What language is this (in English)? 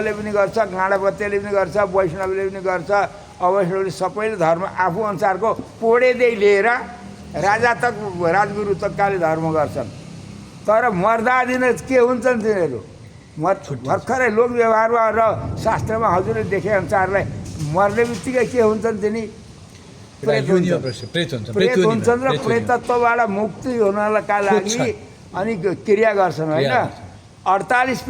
Nepali